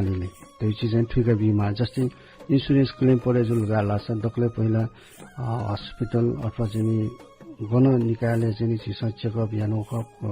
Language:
Newari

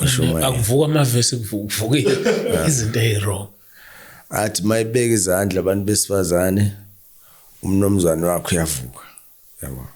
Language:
Zulu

